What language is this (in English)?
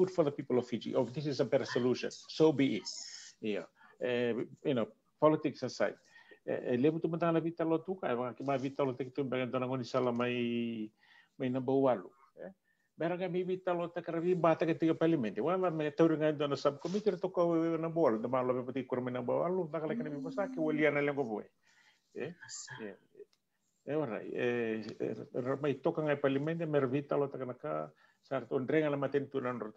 Fijian